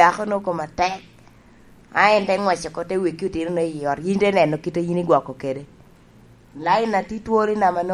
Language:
Lango (Uganda)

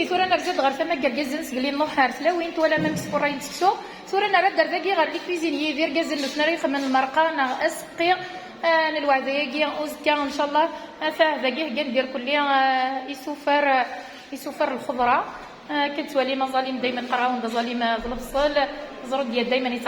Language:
Kabyle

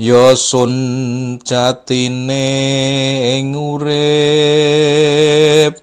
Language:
Javanese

